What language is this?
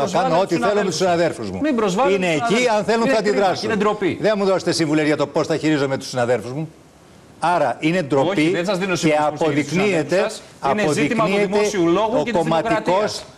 Greek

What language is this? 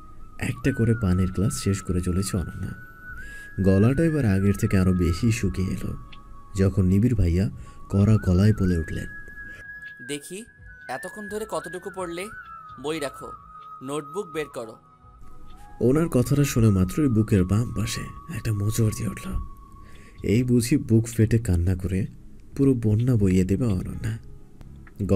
Bangla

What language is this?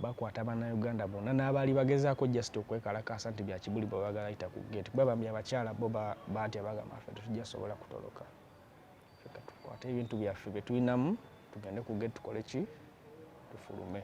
Ganda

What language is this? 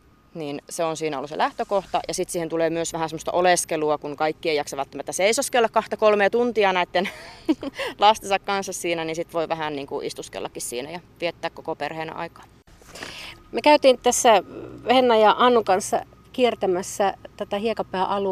Finnish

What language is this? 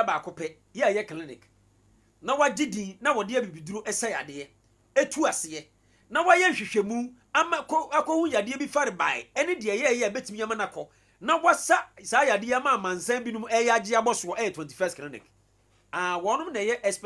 Akan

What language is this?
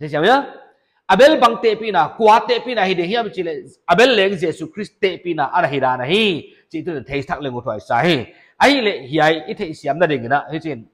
Paite Chin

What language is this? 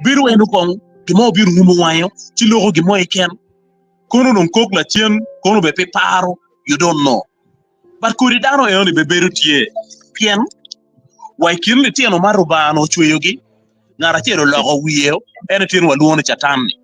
Acoli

